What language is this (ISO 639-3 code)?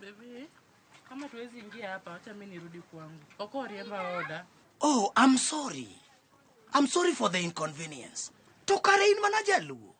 luo